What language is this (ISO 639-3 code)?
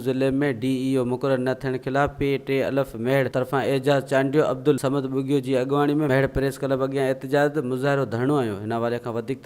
snd